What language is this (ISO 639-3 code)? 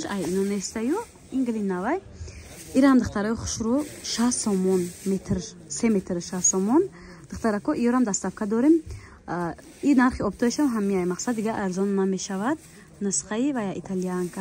tgk